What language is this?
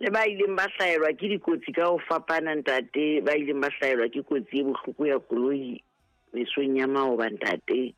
Southern Sotho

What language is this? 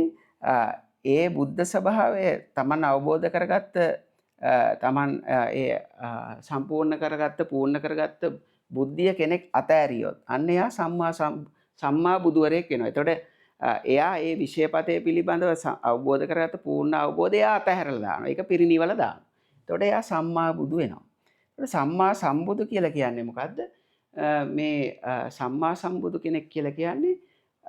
Sinhala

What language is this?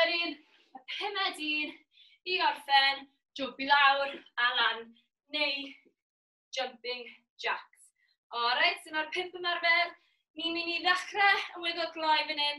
Welsh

